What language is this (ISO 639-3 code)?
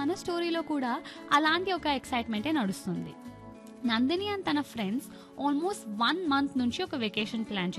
tel